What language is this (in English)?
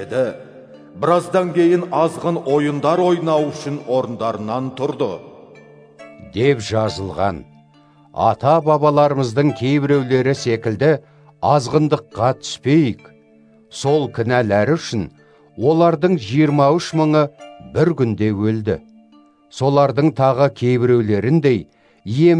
Kazakh